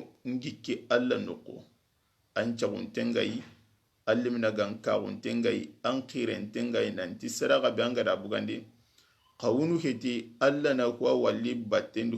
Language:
Soninke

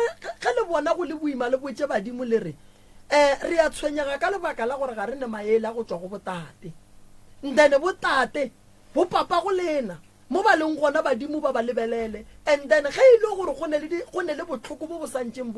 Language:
Northern Sotho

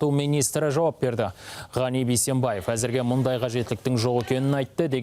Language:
Kazakh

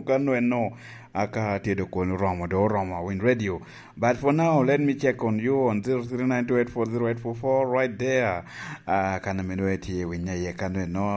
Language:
Lango (Uganda)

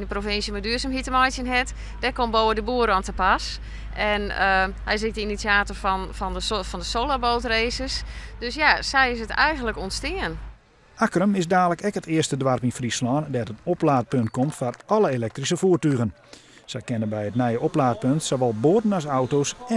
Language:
Western Frisian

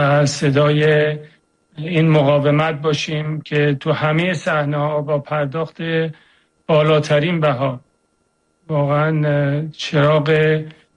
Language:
Persian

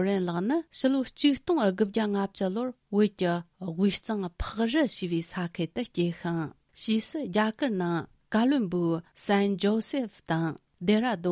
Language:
Tibetan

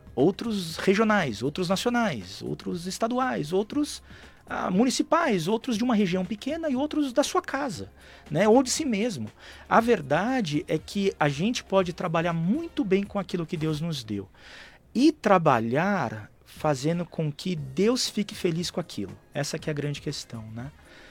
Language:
Portuguese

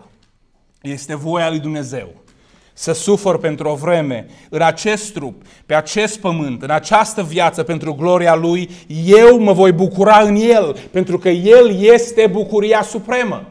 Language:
Romanian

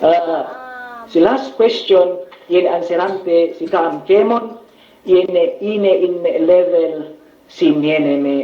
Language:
Yakan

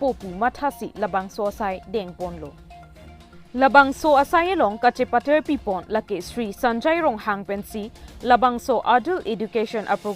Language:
Karbi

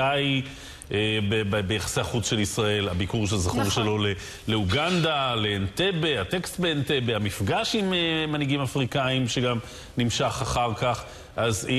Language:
Hebrew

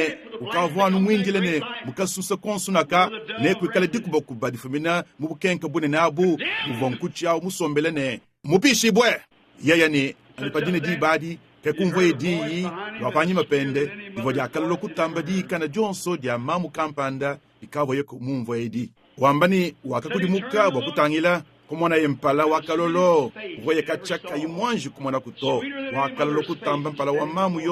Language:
Luba-Lulua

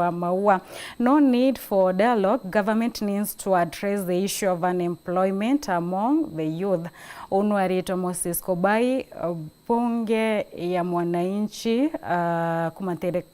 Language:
Meru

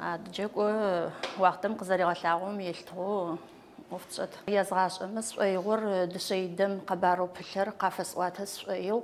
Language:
Adyghe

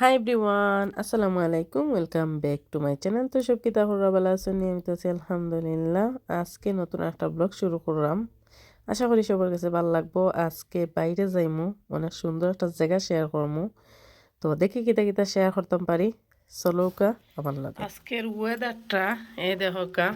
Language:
Sylheti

